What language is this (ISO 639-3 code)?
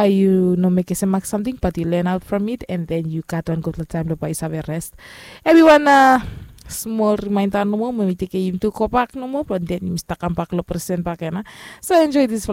bis